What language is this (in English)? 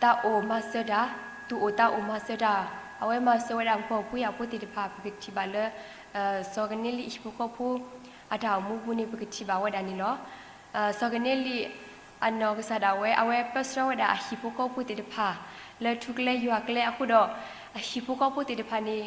S'gaw Karen